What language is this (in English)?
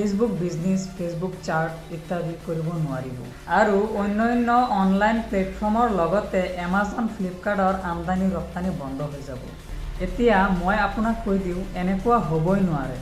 Assamese